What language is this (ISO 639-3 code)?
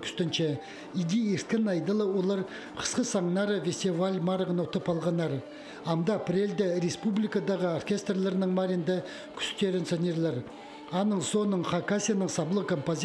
kjh